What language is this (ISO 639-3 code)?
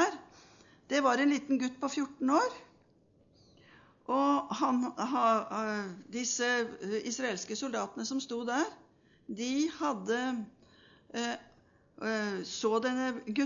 nor